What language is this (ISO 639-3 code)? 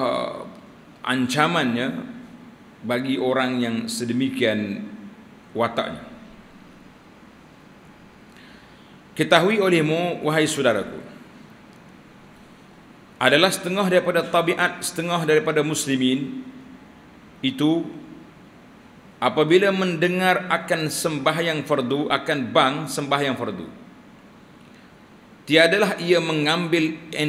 msa